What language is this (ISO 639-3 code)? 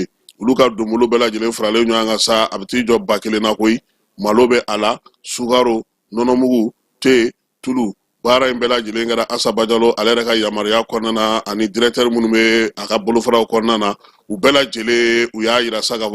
bam